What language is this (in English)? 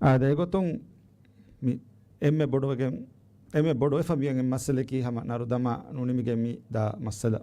Divehi